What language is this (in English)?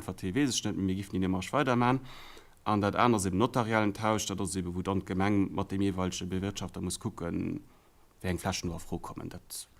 Luxembourgish